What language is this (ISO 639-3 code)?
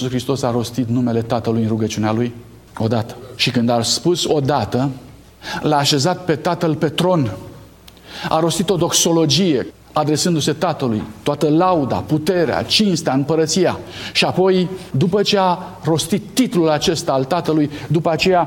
ron